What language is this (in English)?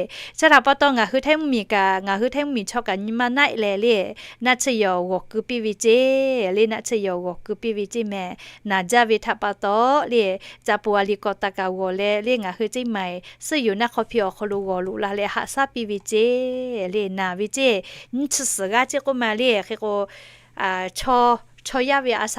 Lahu